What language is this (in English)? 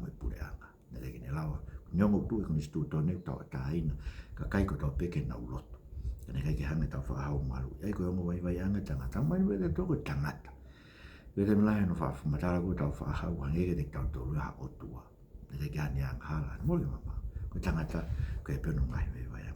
Tongan